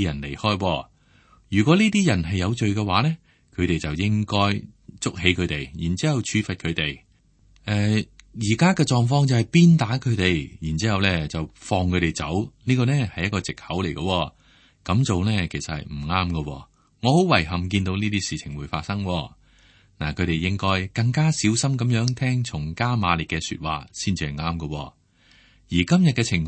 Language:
Cantonese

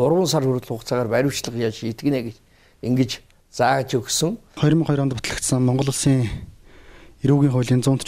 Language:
Mongolian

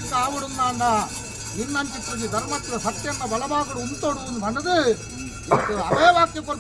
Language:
Tulu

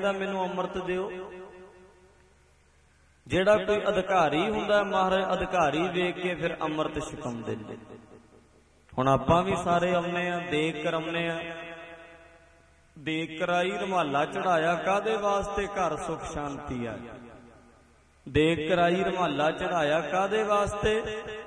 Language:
Punjabi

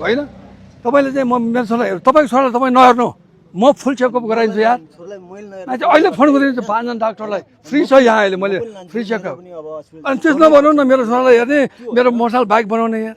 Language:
Nepali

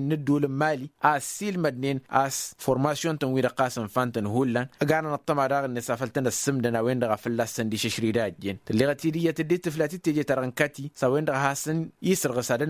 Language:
Tamasheq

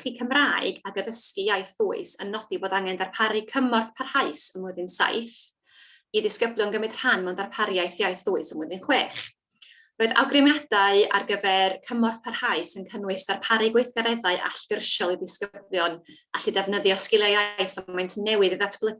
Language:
Welsh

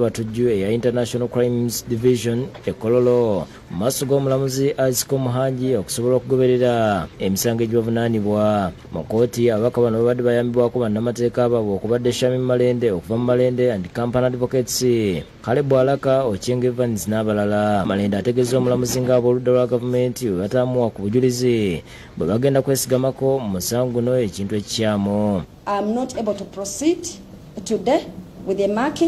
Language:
Ganda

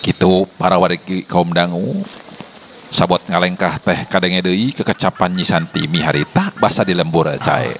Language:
Sundanese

